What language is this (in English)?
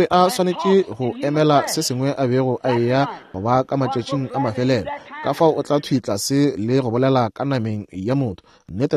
Northern Sotho